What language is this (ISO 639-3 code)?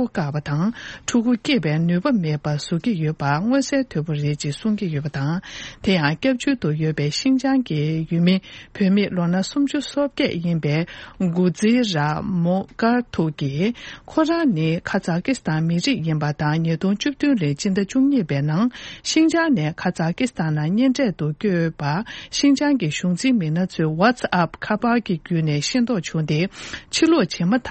bod